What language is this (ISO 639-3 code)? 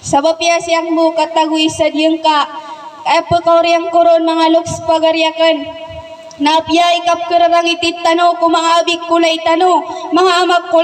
mrw